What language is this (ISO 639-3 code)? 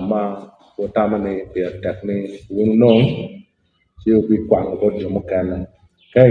ach